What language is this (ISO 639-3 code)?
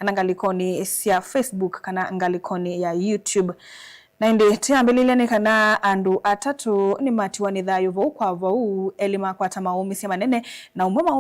kam